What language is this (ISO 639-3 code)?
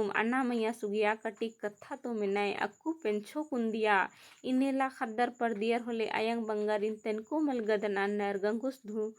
kru